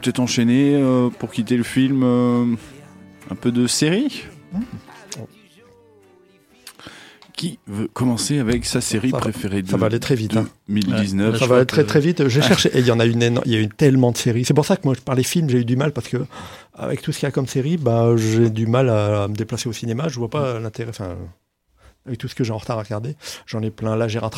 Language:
French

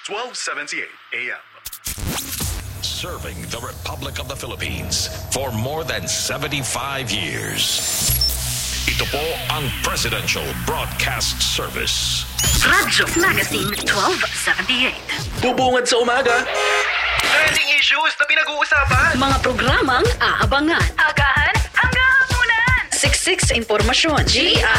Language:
Filipino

